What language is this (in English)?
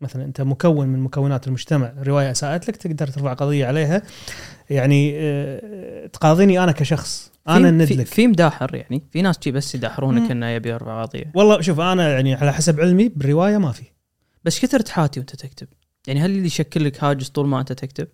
Gulf Arabic